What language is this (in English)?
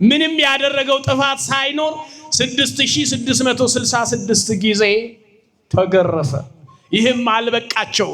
Amharic